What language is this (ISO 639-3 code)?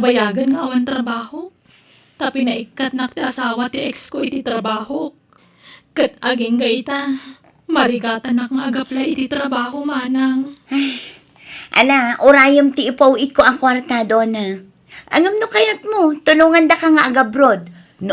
ilo